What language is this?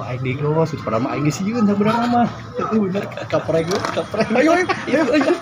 Sundanese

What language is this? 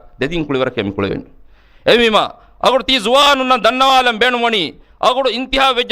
Divehi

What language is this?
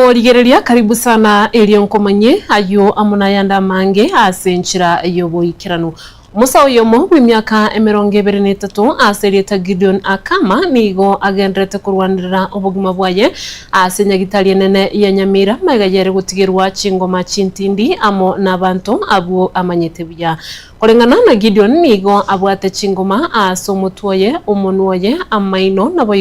Gusii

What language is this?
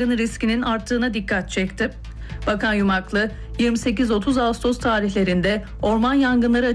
Turkish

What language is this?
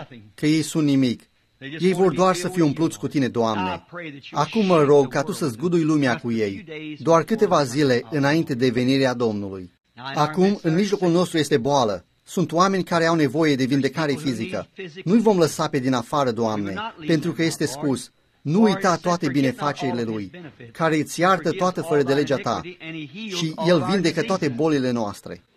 Romanian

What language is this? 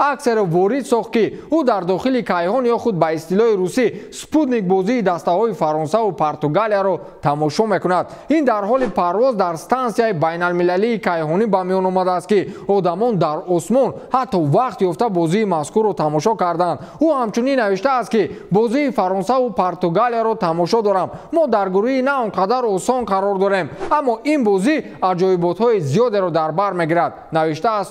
Tajik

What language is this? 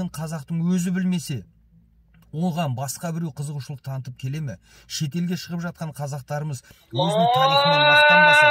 Kazakh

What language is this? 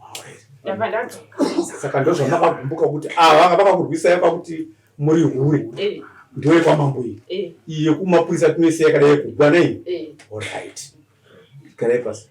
Shona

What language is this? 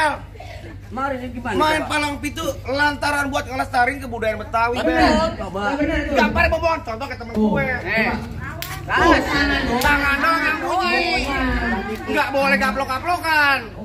Betawi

